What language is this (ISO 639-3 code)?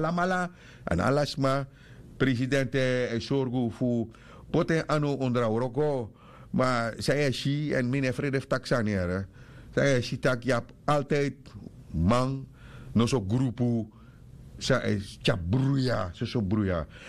srn